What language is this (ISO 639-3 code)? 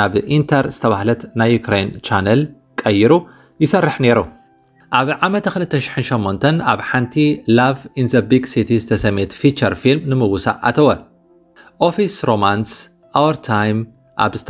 tir